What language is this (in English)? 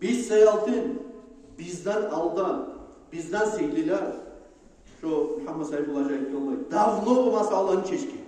Kumyk